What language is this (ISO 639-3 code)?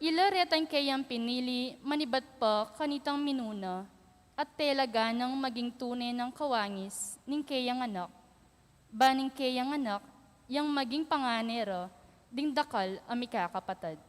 pam